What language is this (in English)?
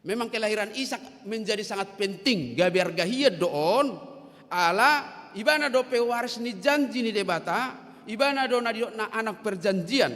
Batak Toba